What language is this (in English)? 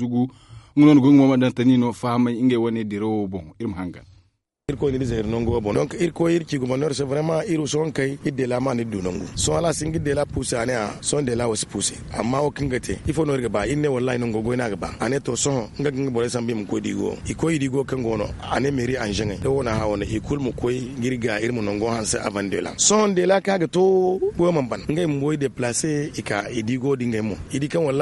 Zarma